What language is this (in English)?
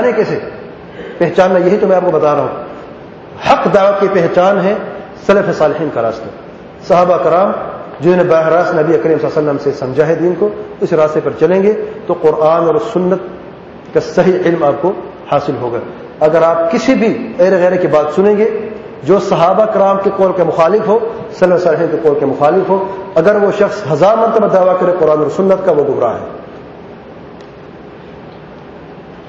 Urdu